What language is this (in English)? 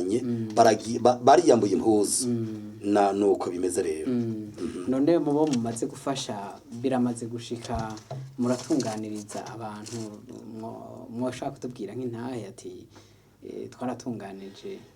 Rundi